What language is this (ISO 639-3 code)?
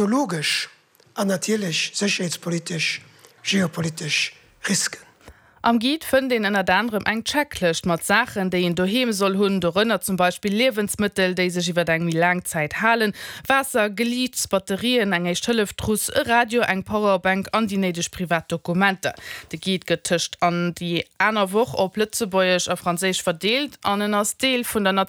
ltz